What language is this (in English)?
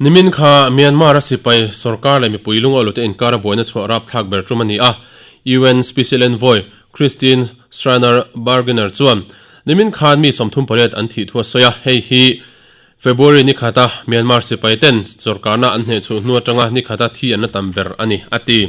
Mizo